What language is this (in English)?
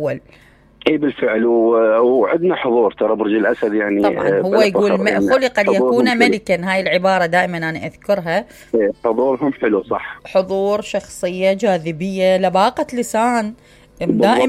Mesopotamian Arabic